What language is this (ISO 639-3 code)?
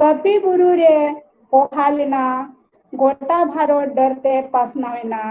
sat